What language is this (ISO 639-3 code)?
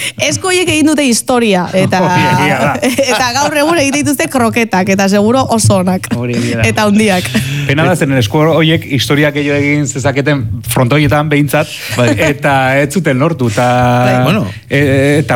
eus